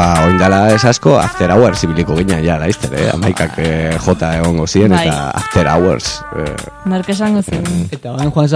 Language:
Basque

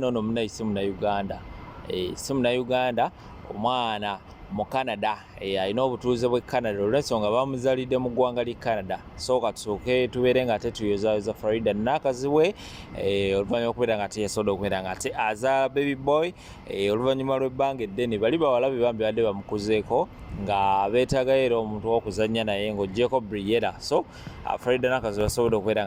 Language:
Ganda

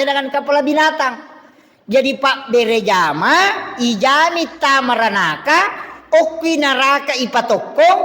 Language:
Buginese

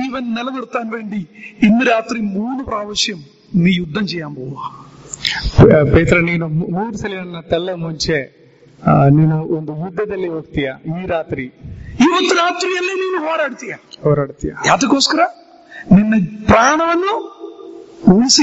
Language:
Malayalam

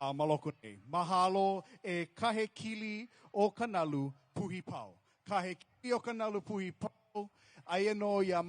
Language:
Hawaiian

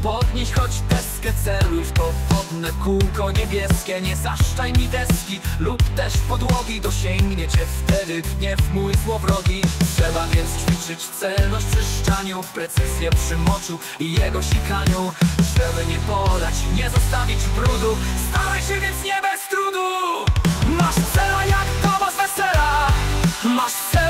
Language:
Polish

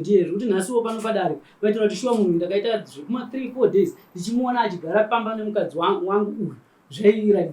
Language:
Shona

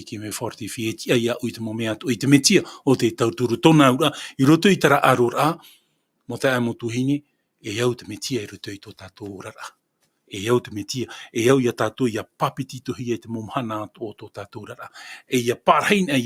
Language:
Tahitian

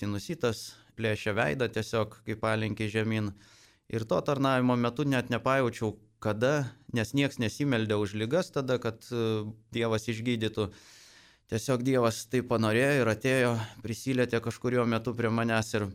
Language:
Lithuanian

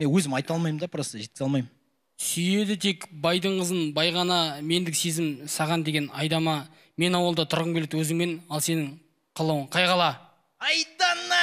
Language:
Kazakh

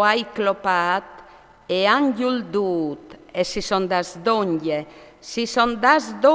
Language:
Friulian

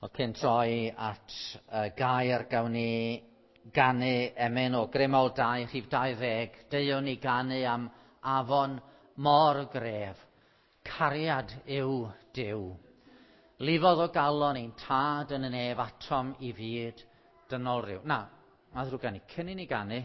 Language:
Welsh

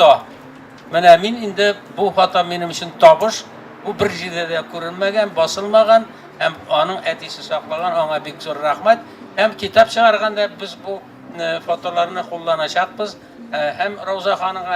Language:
Tatar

